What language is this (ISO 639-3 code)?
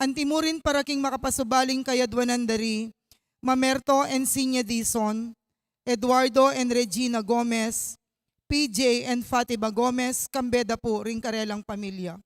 pam